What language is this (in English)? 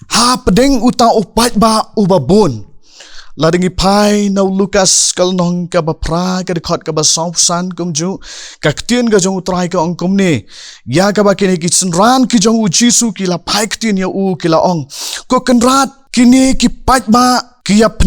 Khasi